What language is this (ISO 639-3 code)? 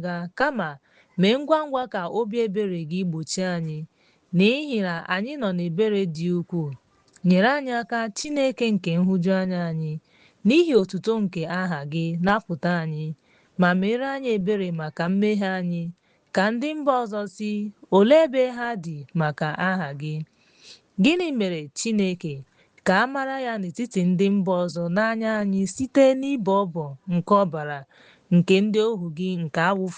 ibo